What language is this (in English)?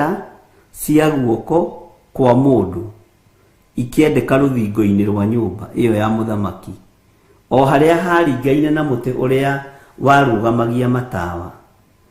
Kikuyu